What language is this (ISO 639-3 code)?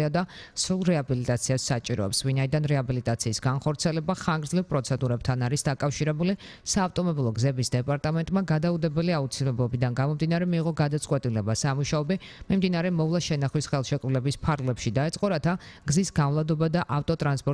kat